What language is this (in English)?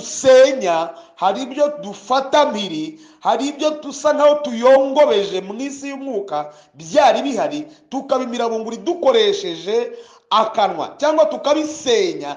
Kinyarwanda